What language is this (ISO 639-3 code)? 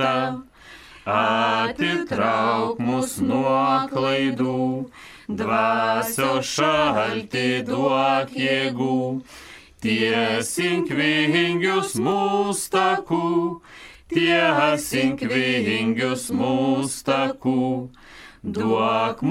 lit